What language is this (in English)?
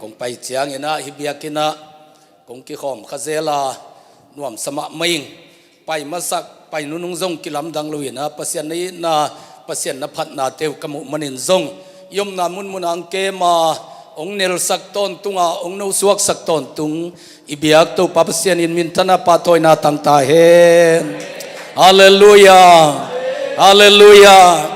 Tedim Chin